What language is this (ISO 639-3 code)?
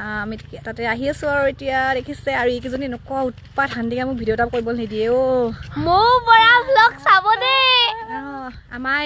asm